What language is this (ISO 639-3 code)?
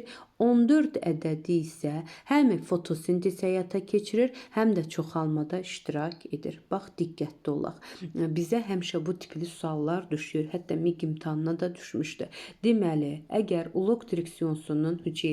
aze